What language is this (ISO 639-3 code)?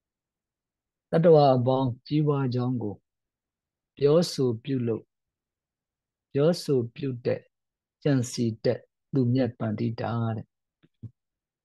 mya